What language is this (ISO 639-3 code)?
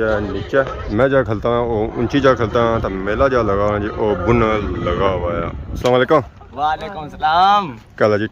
phr